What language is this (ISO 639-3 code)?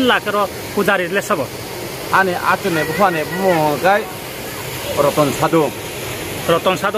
ria